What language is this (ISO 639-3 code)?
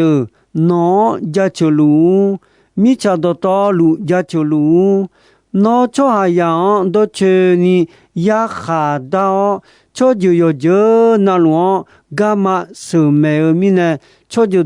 ahk